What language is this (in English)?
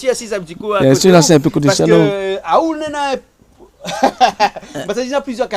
Réunion Creole French